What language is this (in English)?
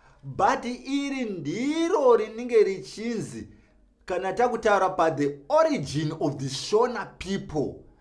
Shona